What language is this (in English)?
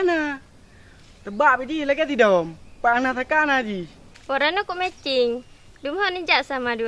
Achinese